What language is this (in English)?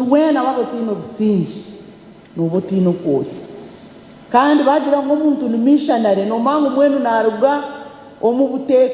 Nyankole